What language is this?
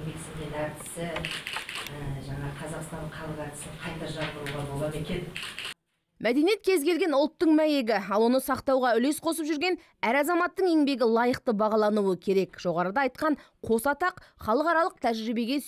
Kazakh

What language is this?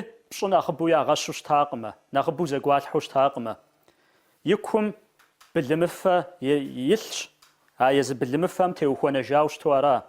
Kabardian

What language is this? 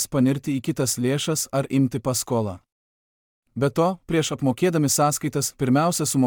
Lithuanian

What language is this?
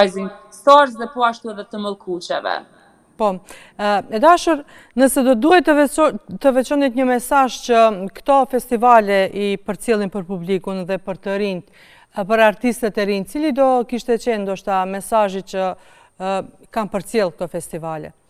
Albanian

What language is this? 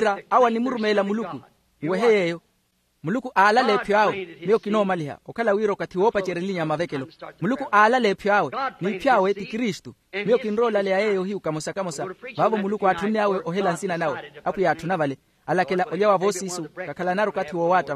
Makhuwa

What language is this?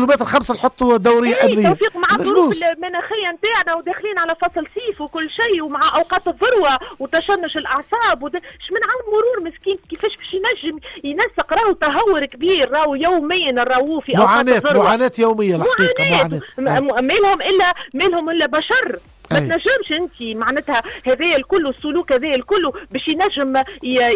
Tunisian Arabic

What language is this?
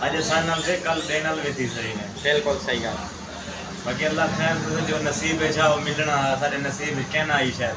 Saraiki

